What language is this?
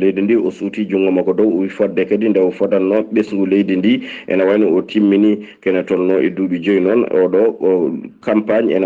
Fula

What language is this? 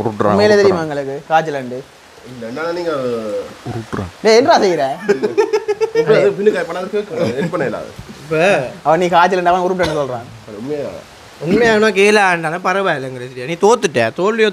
Tamil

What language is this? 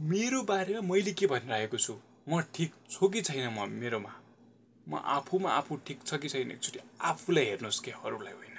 Nepali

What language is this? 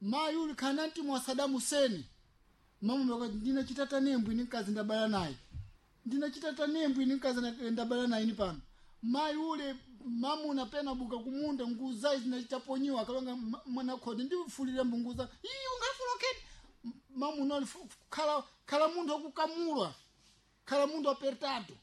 Sena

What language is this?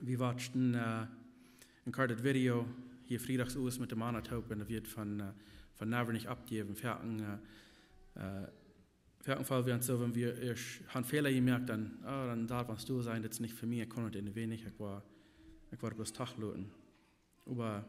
Plautdietsch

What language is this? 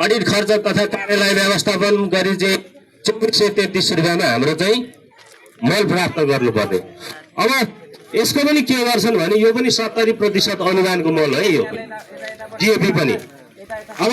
Nepali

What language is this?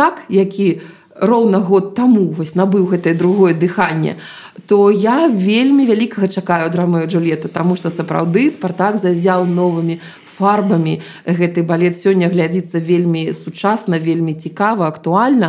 Belarusian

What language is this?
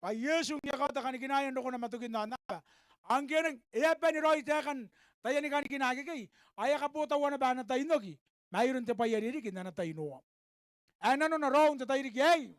Gilbertese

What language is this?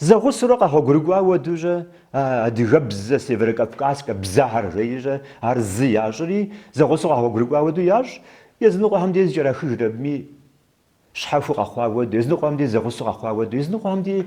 Kabardian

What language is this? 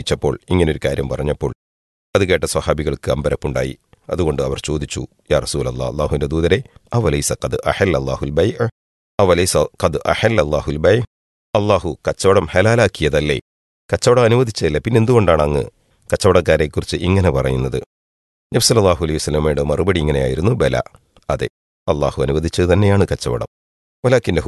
Malayalam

